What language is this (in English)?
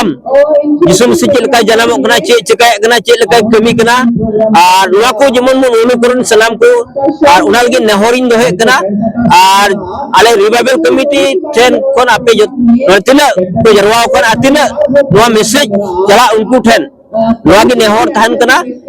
Santali